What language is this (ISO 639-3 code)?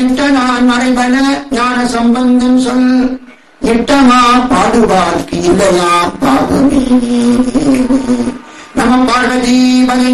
tam